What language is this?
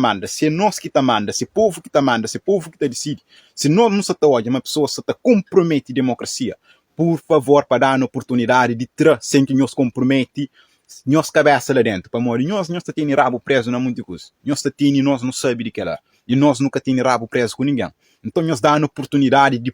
Kabuverdianu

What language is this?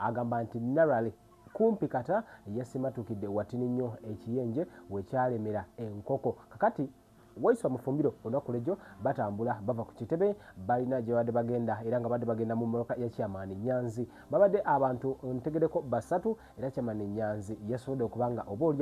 Ganda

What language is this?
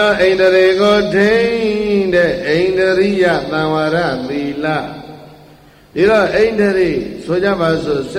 Burmese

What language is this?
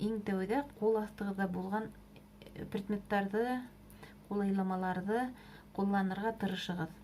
Bashkir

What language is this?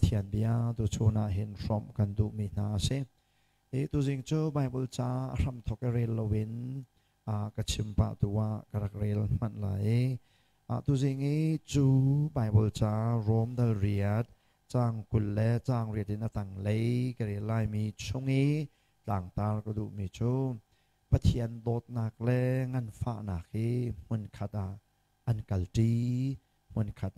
Hakha Chin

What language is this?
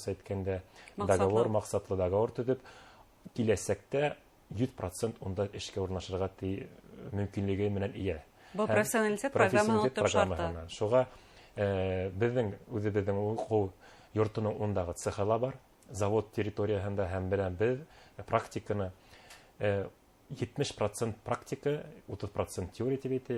Bashkir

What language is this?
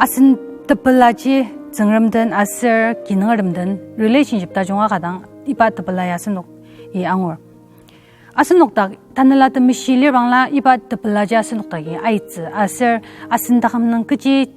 Ao Naga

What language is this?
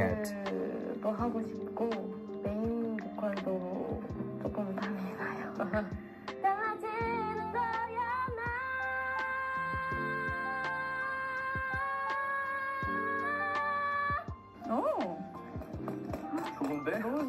Korean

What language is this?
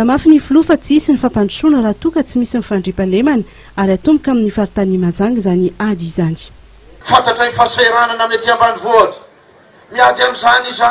Malagasy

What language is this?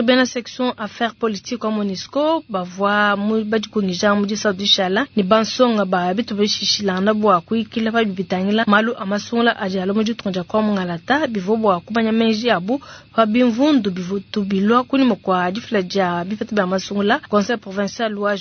Luba-Lulua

